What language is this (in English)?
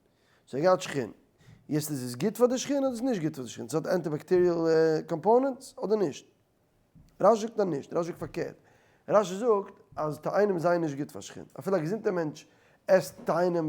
Yiddish